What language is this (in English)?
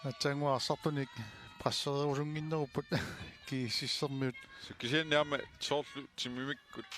Kalaallisut